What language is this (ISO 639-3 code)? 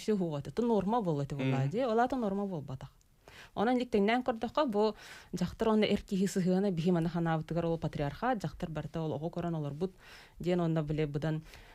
sah